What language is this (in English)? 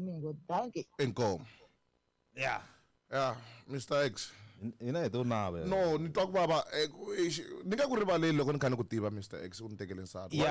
Tsonga